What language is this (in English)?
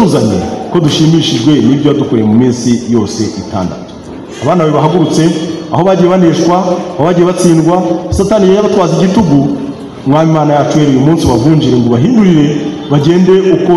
Kinyarwanda